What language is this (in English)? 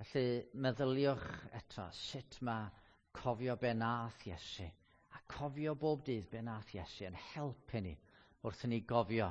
Welsh